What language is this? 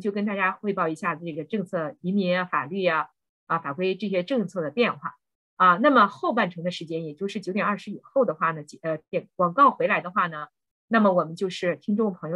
Chinese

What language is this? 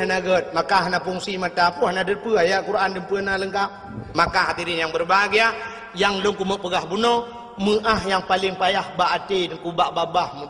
Achinese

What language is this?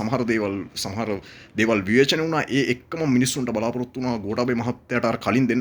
Sinhala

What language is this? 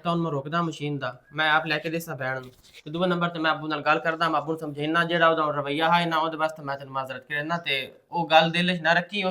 Western Panjabi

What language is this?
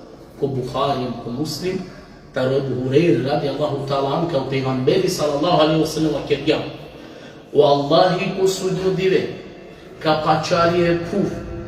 Balkan Romani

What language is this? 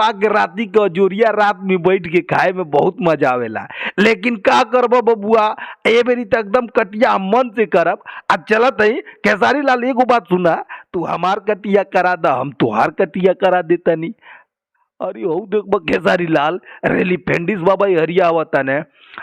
Bhojpuri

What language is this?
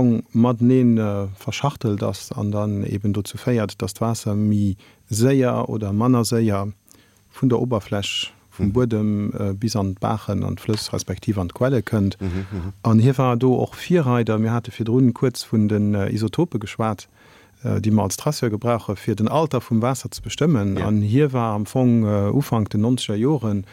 Luxembourgish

